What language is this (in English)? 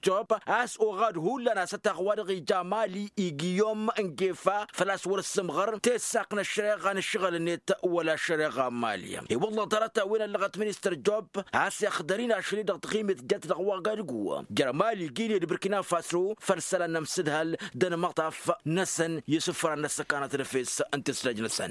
Tamasheq